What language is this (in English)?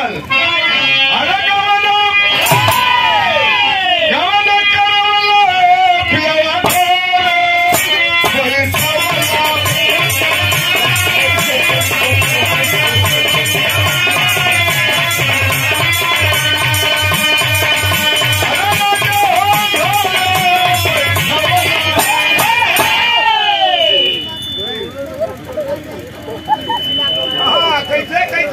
Bhojpuri